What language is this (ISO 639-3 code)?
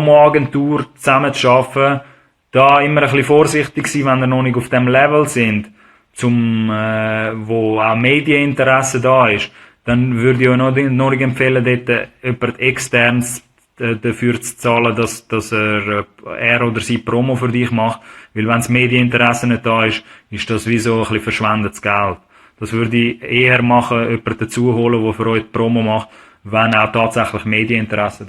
gsw